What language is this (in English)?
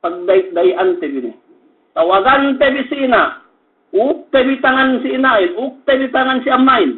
Yakan